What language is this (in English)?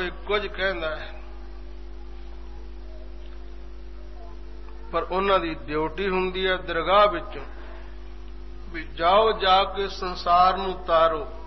Punjabi